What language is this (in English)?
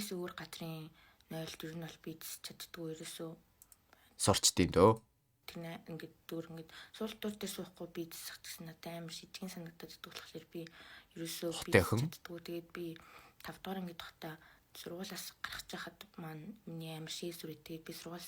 Mongolian